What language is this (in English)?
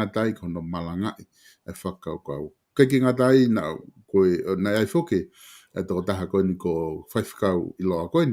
Tongan